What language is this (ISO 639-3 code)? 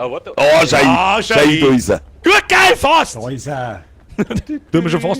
bar